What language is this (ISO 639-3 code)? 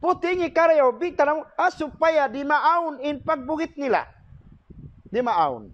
tsg